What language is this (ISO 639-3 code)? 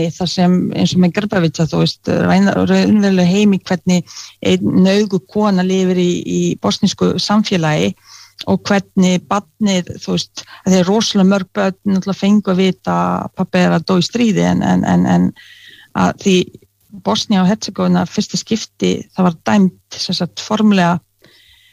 isl